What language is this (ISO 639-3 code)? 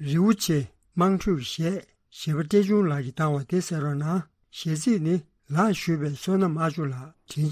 bod